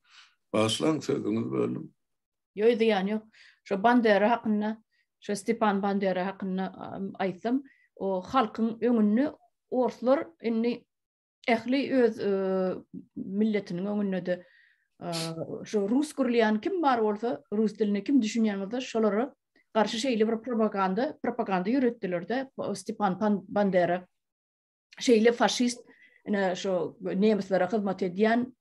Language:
Turkmen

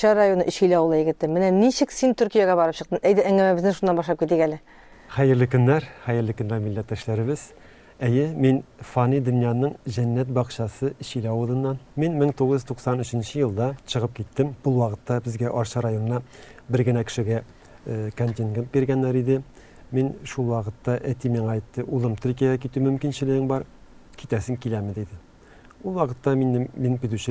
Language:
Tatar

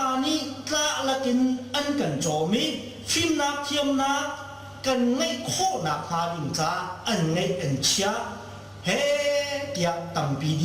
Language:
Hakha Chin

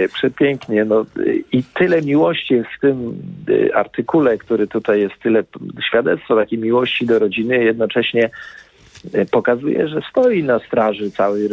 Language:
Polish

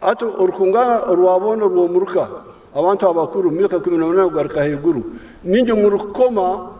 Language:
Nyankole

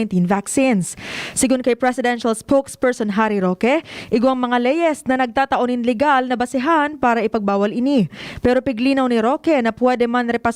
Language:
Bikol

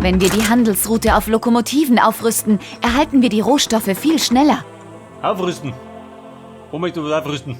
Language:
Bavarian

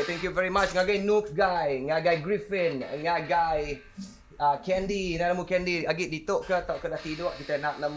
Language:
Iban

